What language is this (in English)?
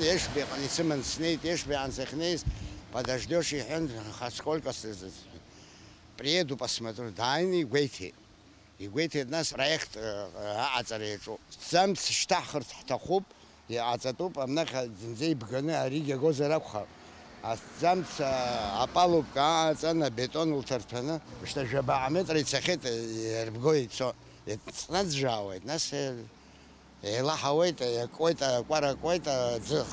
Abkhazian